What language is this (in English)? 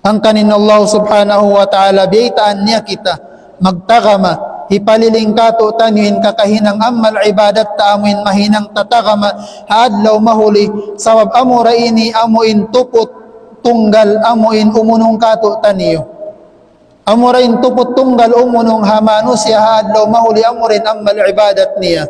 Tausug